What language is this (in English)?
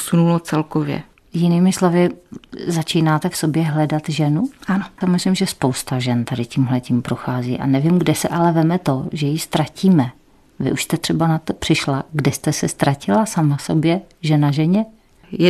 Czech